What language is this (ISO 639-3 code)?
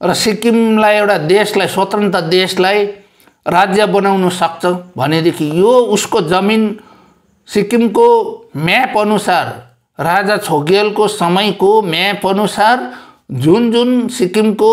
nep